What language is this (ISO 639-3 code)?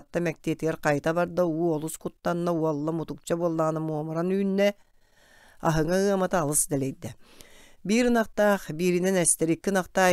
sah